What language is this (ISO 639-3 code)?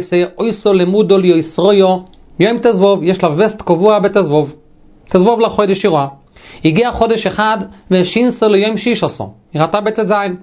heb